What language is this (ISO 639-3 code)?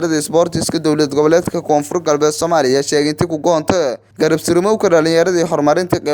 som